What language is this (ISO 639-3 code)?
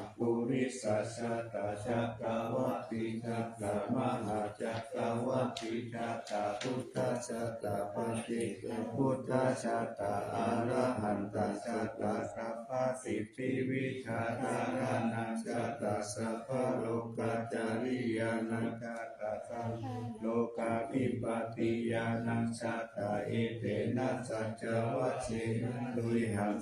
pli